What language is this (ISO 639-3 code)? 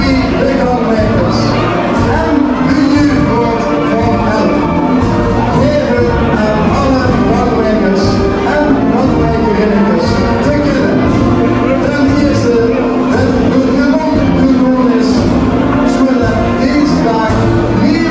lim